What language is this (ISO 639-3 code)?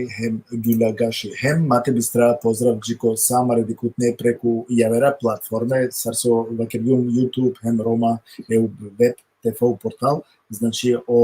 rmn